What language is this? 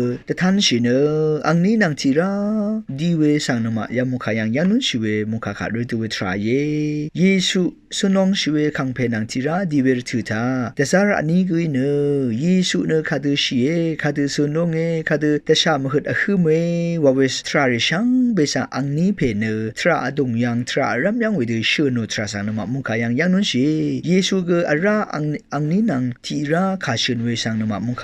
Rawang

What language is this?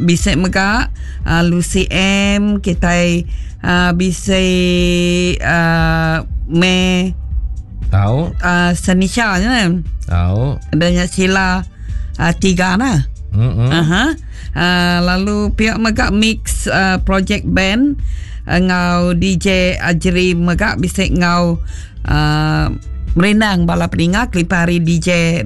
Iban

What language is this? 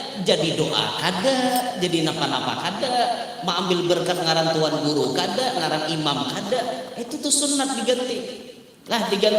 Banjar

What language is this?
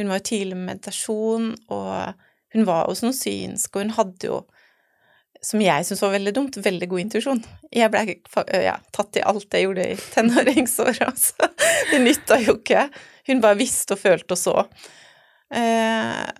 Norwegian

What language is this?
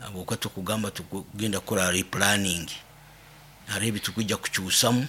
Nyoro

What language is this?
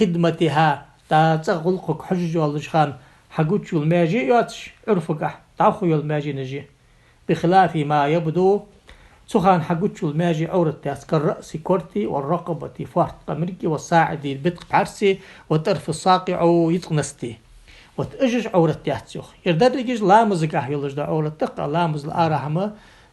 Ingush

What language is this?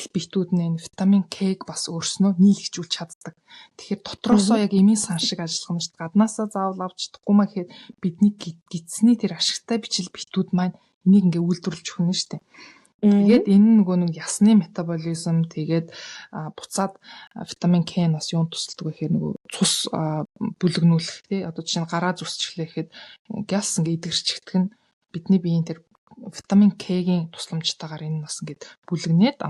Mongolian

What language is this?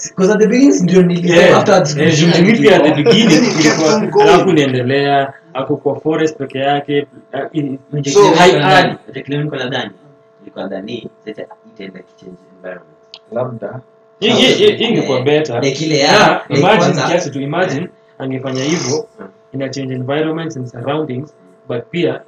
Swahili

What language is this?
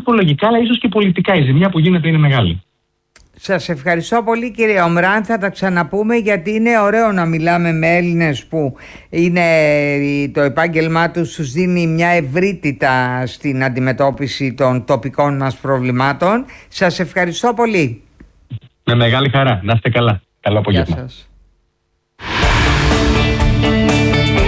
Greek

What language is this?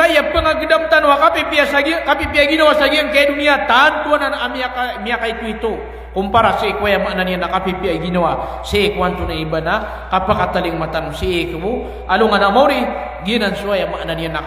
Maranao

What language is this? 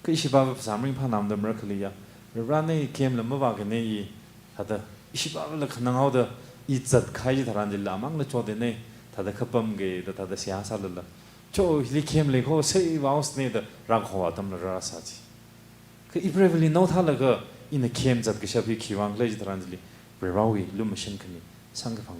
Tangkhul Naga (India)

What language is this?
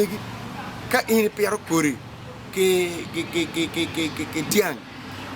Acoli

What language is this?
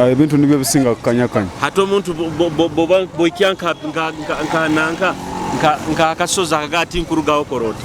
Tooro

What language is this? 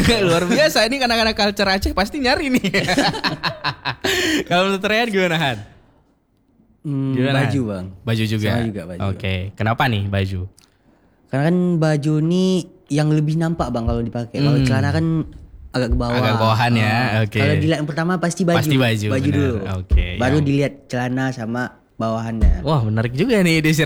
Indonesian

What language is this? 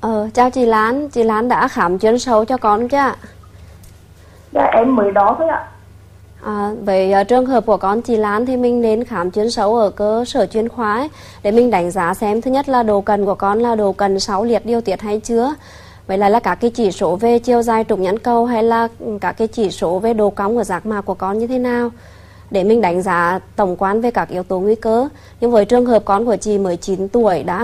Vietnamese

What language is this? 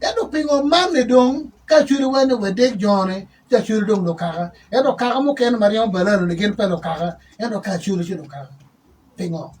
Acoli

